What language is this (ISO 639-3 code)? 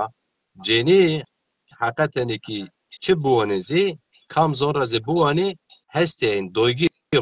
zza